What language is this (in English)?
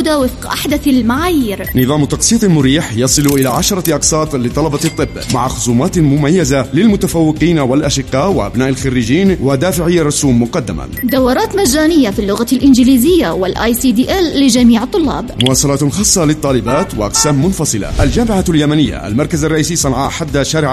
Arabic